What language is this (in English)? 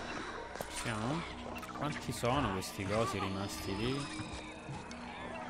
Italian